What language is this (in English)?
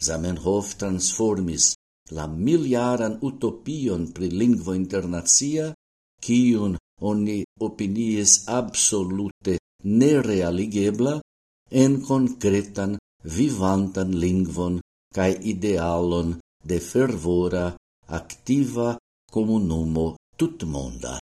Esperanto